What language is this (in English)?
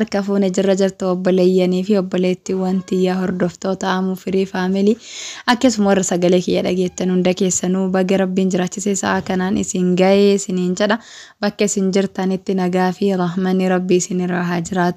Oromo